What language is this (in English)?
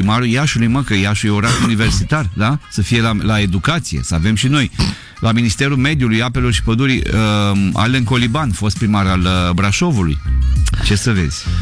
Romanian